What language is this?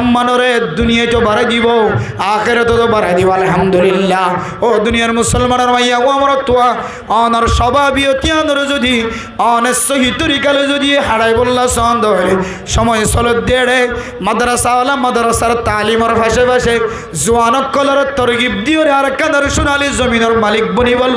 Rohingya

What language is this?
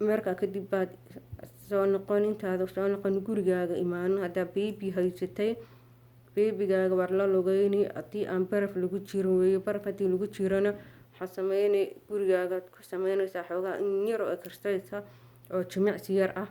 Somali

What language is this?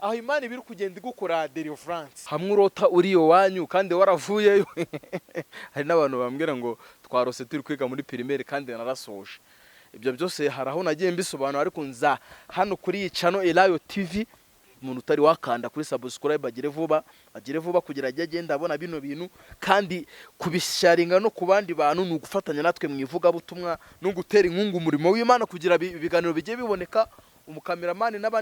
Kinyarwanda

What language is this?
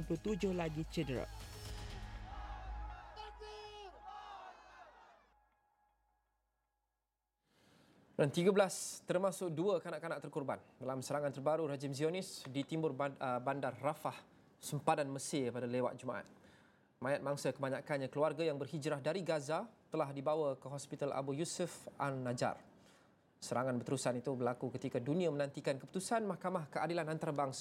Malay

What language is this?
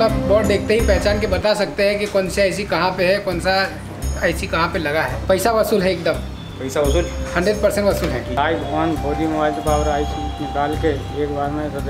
Hindi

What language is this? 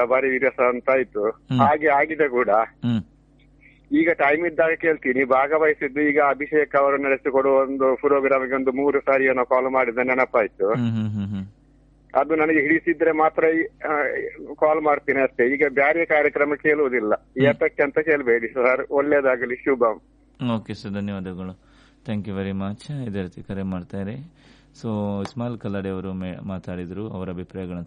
Kannada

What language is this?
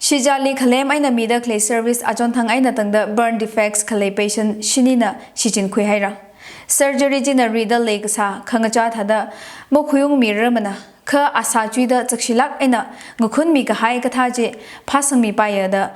Tangkhul Naga (India)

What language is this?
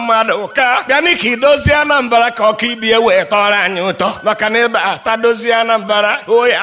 Igbo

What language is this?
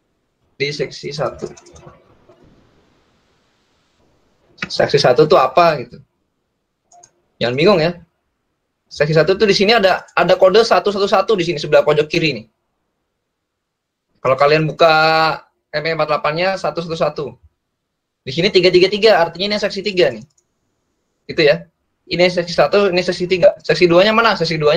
Indonesian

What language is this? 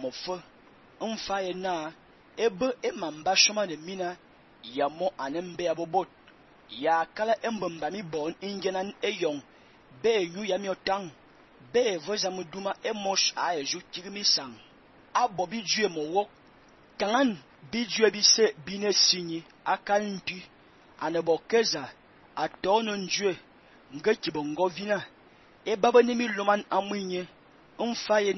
Fang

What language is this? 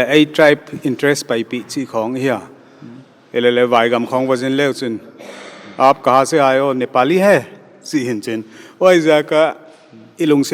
Paite Chin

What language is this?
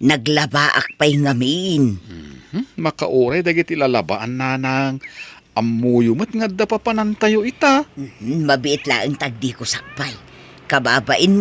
Iloko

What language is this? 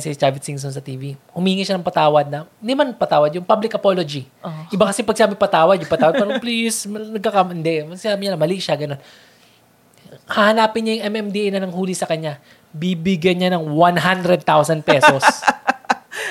Filipino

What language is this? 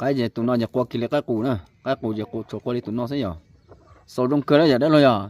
Hmong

